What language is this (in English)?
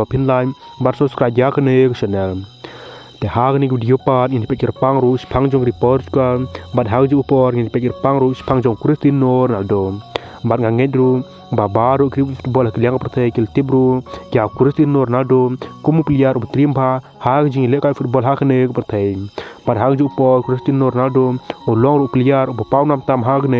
Khasi